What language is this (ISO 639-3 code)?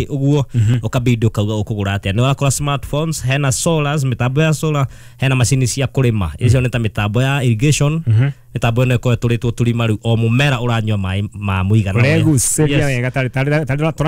kik